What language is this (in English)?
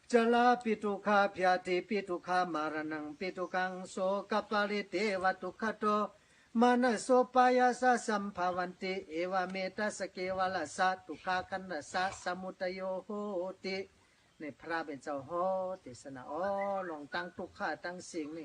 Shan